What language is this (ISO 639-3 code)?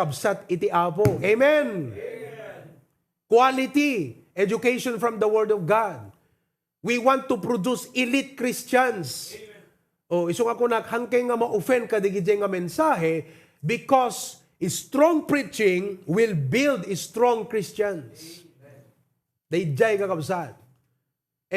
ilo